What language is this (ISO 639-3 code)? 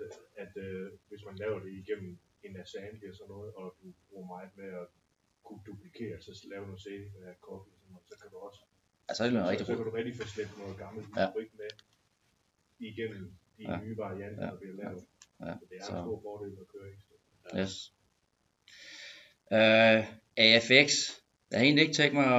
dan